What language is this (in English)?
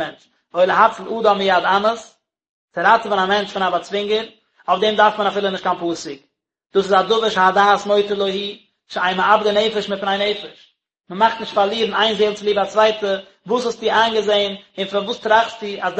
Yiddish